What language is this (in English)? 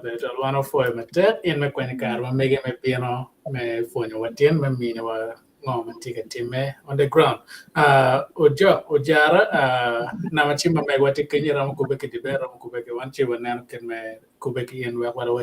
Acoli